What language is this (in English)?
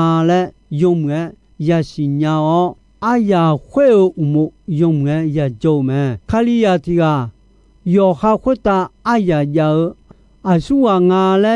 Akha